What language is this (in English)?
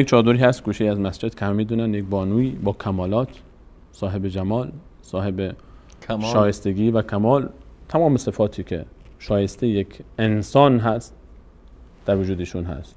Persian